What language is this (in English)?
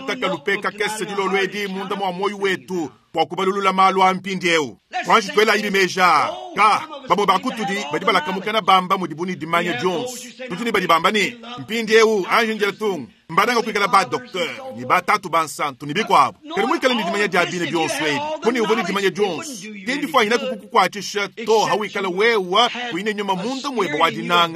Luba-Lulua